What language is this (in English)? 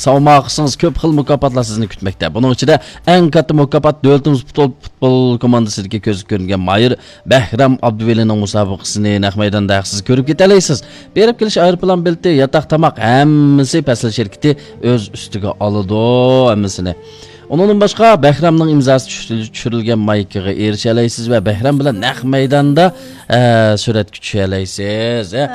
Uyghur